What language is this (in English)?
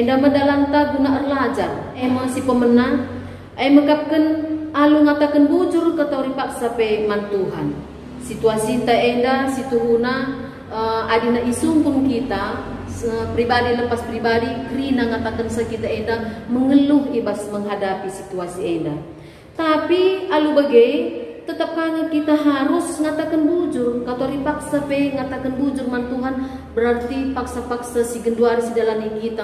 Batak Karo